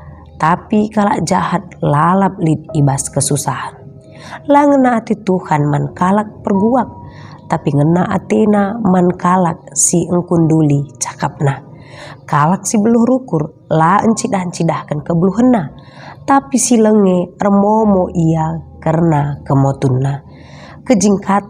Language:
Batak Karo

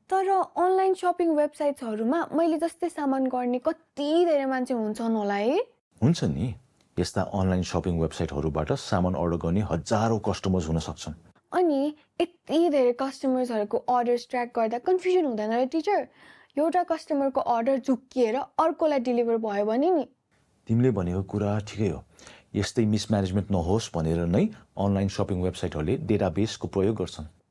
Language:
Nepali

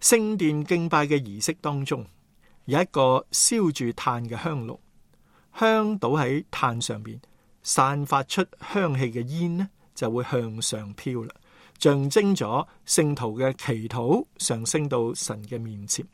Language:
Cantonese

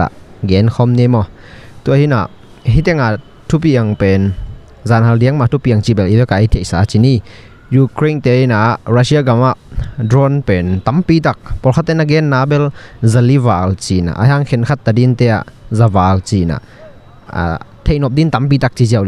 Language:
Tedim Chin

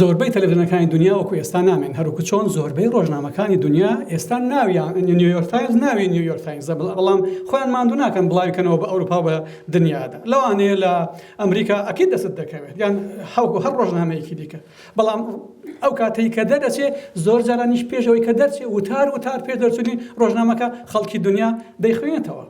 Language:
Central Kurdish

